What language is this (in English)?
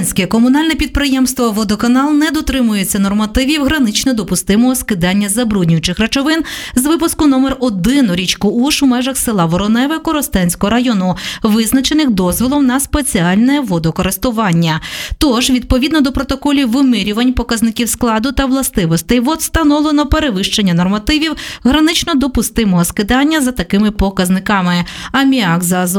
Ukrainian